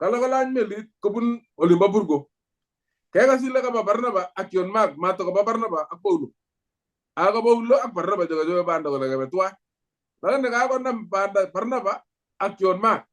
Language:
Kalenjin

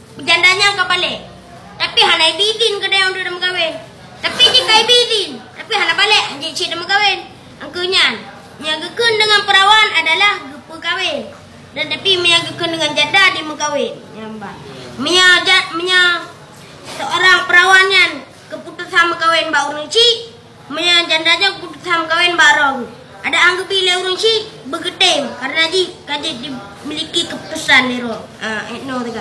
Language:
Achinese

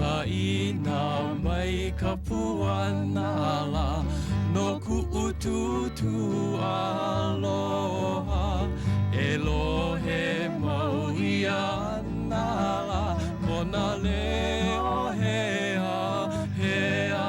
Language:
Hawaiian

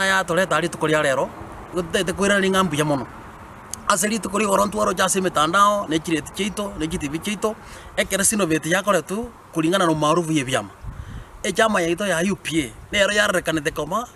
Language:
Gusii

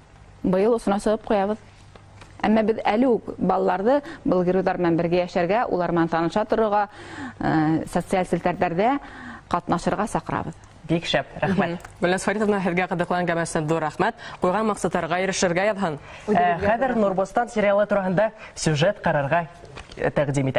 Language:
Bashkir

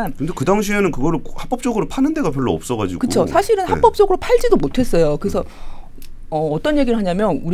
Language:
Korean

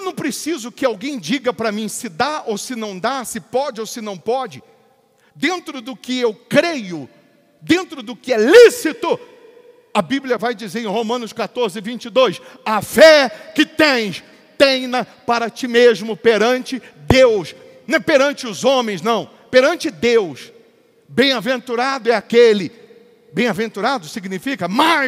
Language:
Portuguese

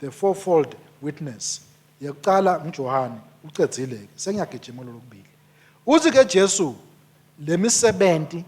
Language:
Swati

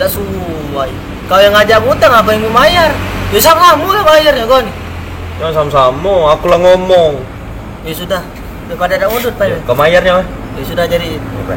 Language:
Musi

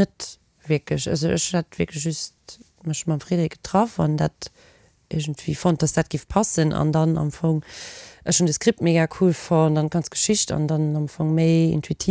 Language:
Luxembourgish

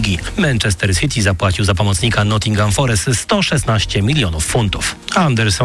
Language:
Polish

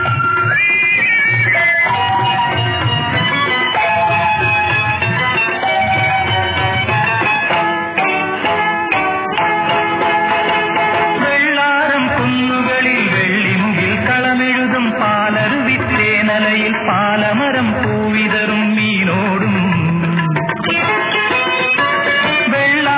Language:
Malayalam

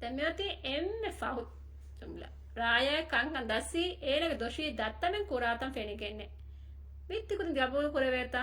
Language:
Divehi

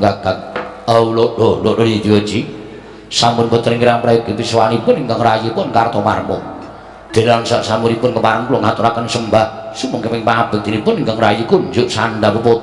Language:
Javanese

